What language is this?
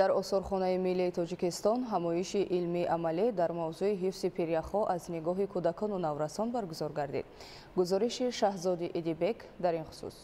Tajik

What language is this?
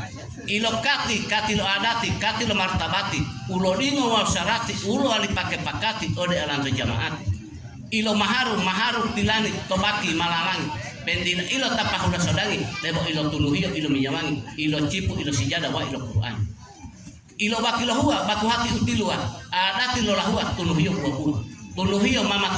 Gorontalo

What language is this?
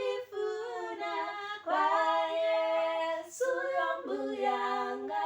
Nyanja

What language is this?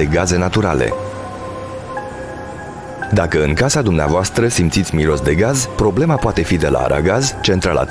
Romanian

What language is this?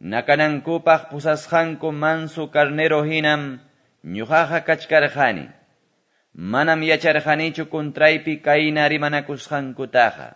Quechua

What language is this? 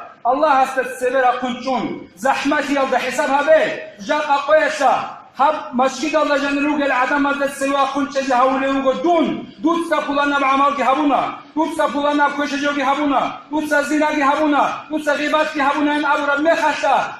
Avaric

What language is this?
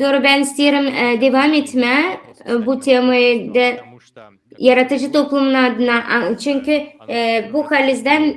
Gagauz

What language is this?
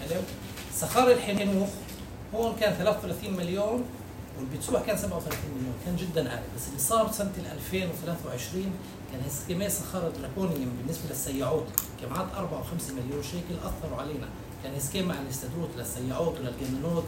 North Levantine Arabic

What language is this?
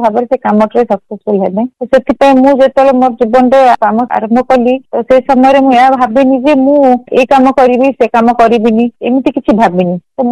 Odia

